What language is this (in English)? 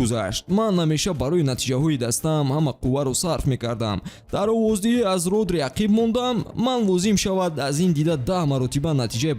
Tajik